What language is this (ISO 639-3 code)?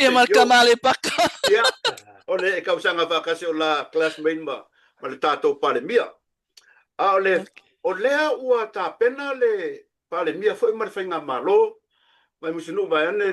smo